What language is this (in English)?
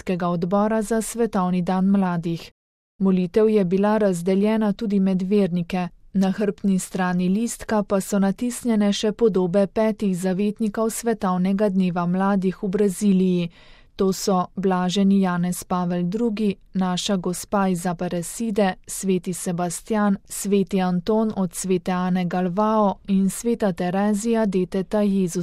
Slovenian